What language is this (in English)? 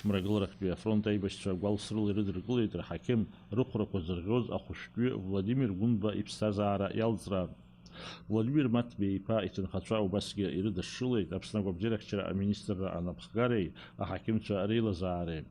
Abkhazian